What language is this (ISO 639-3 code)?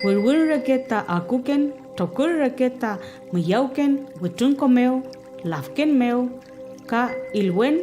arn